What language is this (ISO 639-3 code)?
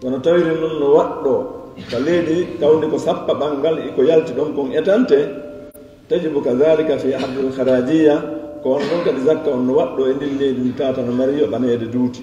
ful